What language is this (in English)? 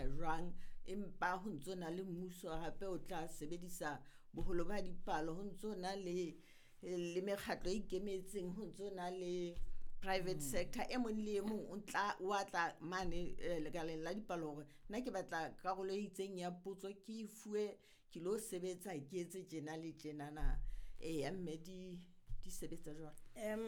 Southern Sotho